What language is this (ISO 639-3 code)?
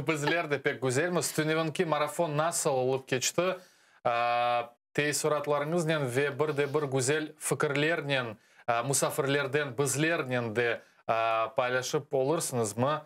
crh